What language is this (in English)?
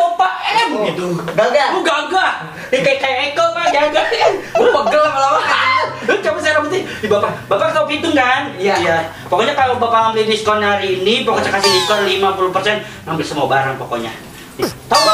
Betawi